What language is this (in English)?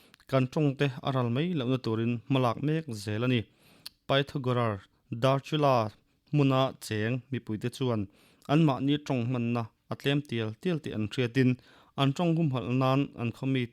Mizo